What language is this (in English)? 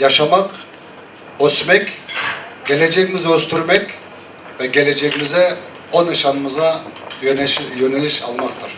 Crimean Tatar